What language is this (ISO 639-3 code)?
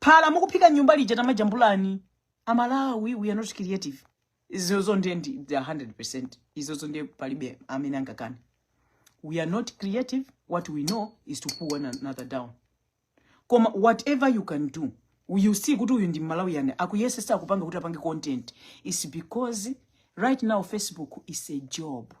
nya